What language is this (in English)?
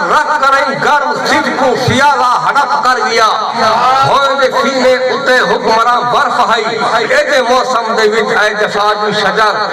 Saraiki